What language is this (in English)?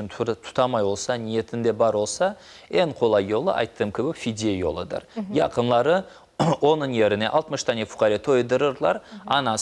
Crimean Tatar